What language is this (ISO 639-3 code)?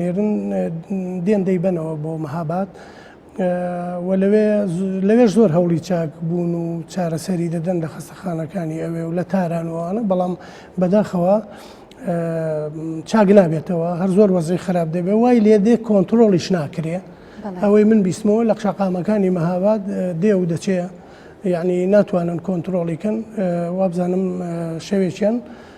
ckb